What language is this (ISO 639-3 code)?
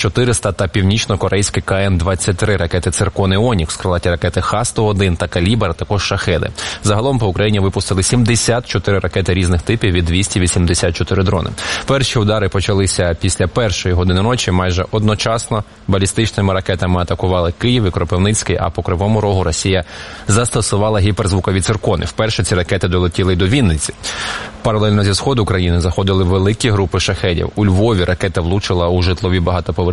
ukr